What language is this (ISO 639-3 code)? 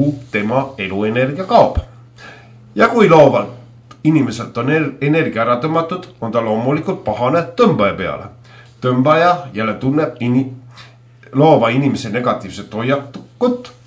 est